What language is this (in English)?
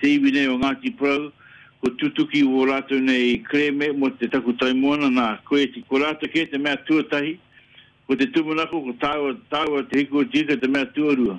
Māori